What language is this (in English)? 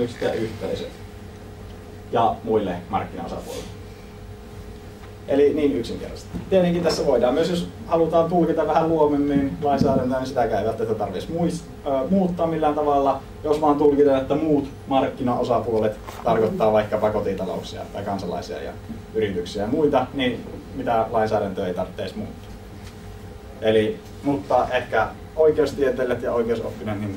Finnish